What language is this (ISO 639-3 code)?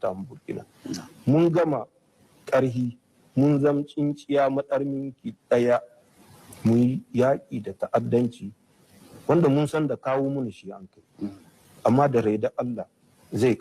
hau